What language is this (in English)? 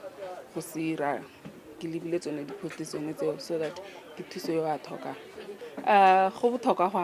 Tswana